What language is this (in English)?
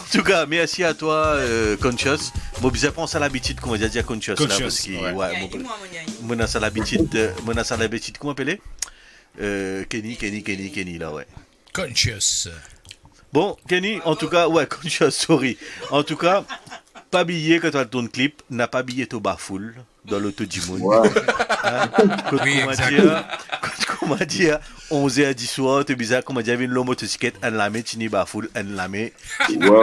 Morisyen